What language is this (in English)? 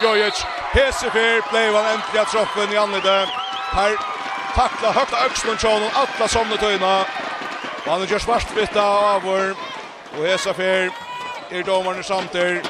Faroese